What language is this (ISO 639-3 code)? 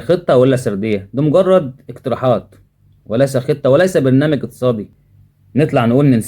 arz